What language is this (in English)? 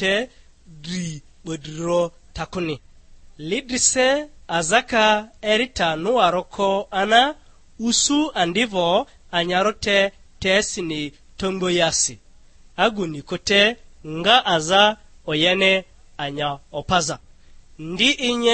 Lugbara